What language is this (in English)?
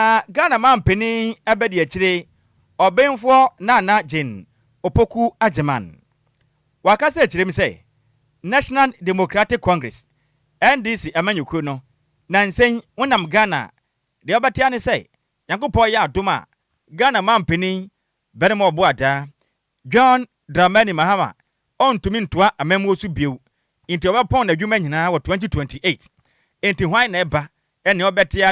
Akan